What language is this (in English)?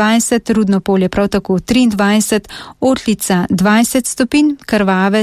Slovenian